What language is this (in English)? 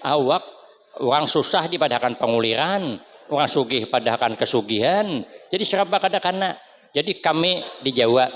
Banjar